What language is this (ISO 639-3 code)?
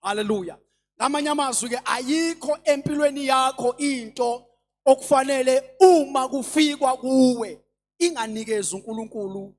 zul